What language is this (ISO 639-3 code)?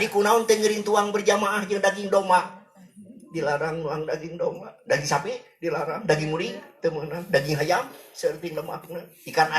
sun